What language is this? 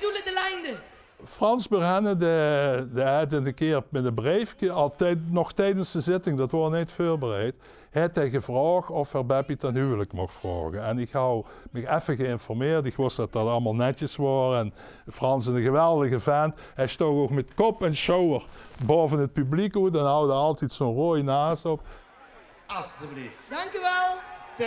Limburgish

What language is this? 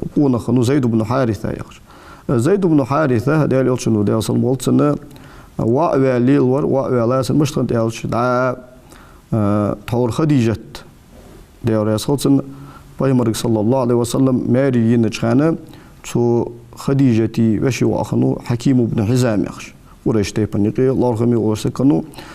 Ingush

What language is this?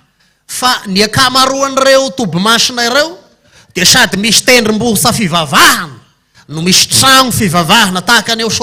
Malagasy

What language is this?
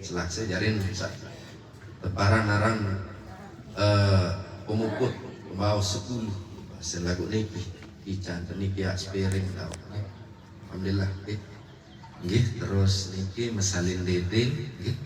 Sasak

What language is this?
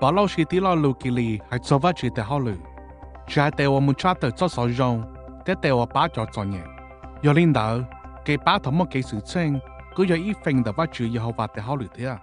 Hmong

